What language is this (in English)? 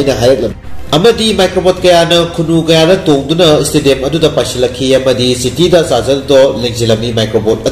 Manipuri